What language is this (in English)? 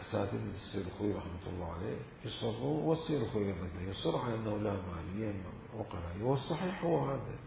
Mesopotamian Arabic